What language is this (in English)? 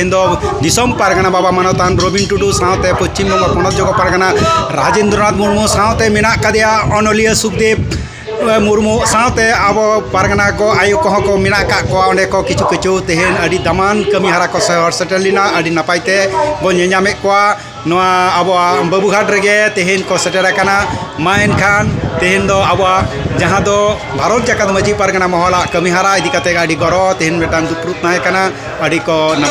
Santali